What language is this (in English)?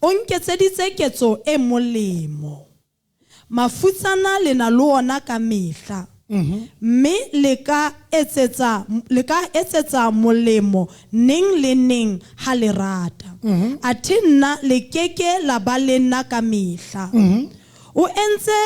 Southern Sotho